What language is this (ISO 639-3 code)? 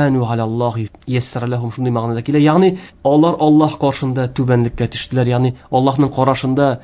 tat